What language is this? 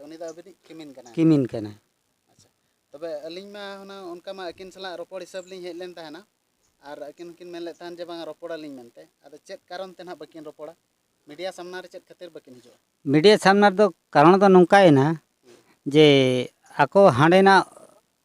Santali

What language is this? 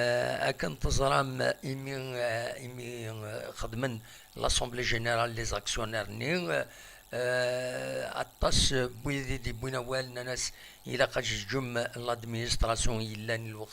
Kabyle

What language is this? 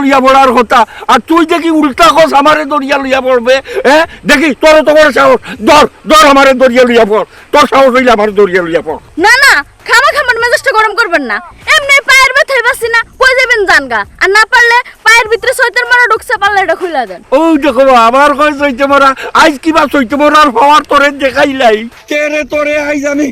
Sylheti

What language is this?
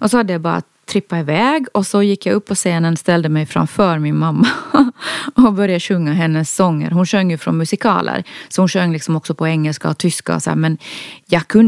Swedish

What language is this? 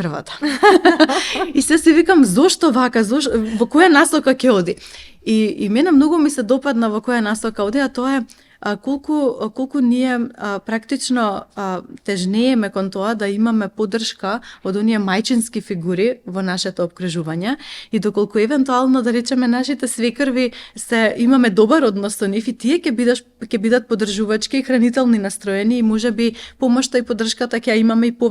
Macedonian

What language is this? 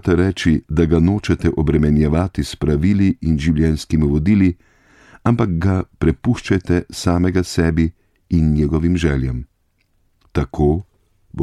Slovenian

